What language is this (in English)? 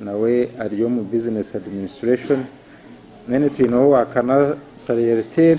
Nyankole